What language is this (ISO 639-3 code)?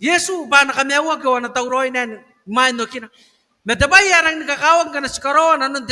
gil